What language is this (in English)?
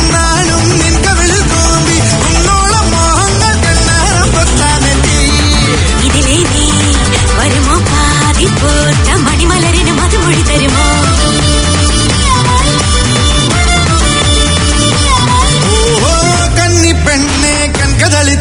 Malayalam